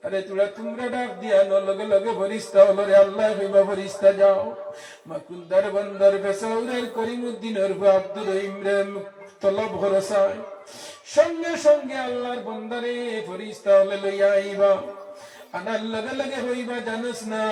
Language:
Sylheti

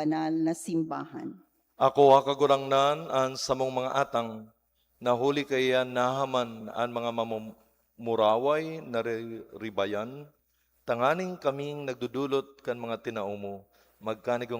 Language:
Bikol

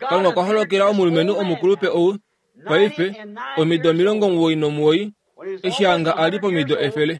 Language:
Kuanyama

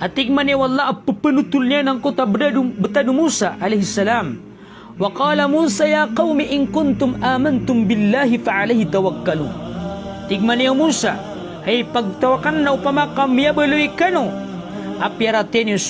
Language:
Maranao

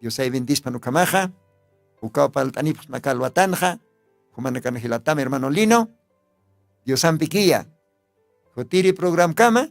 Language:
Aymara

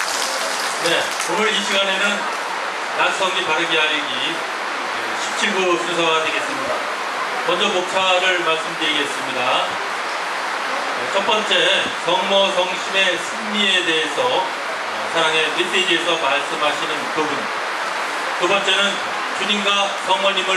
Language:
Korean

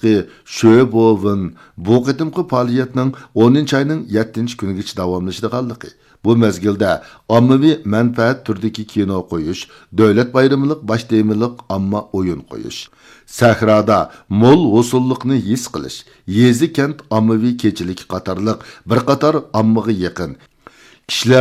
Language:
Uyghur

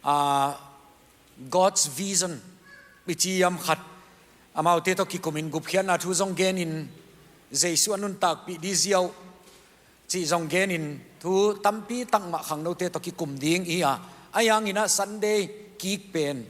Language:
Tedim Chin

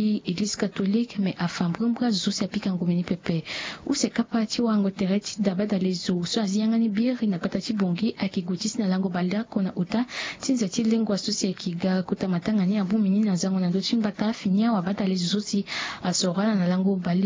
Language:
Sango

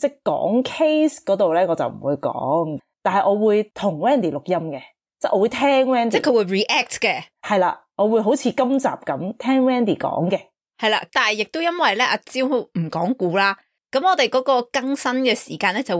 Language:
Cantonese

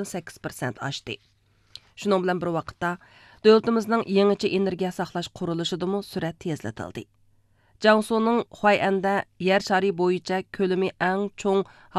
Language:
Uyghur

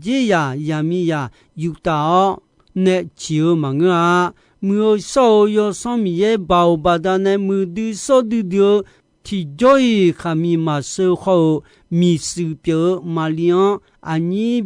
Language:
Akha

